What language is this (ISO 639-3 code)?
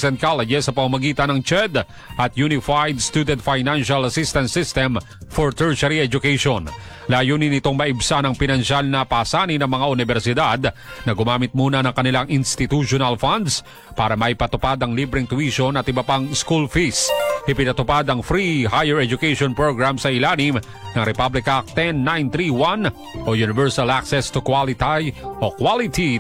fil